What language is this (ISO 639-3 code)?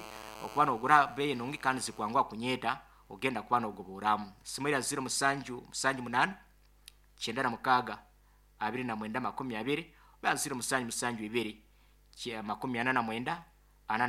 nyo